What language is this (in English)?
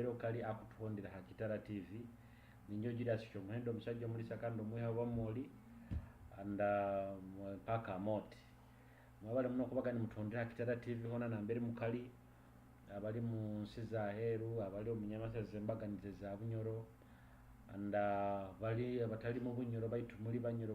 Nyoro